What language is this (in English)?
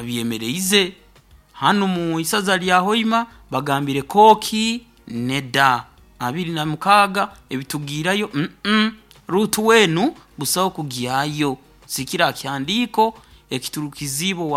Nyoro